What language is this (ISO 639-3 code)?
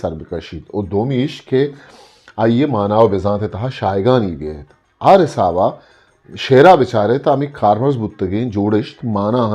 bgp